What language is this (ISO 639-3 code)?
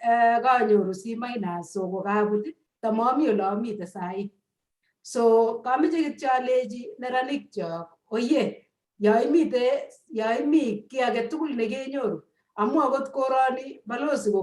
kln